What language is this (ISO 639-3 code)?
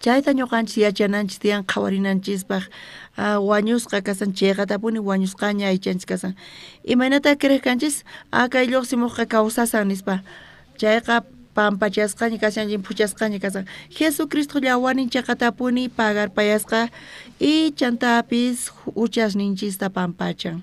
quh